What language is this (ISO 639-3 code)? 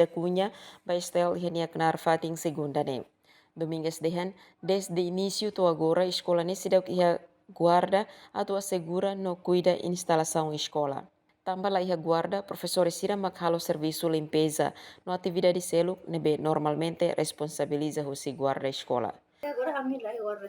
tet